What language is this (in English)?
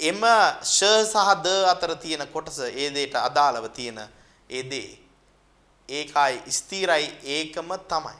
Sinhala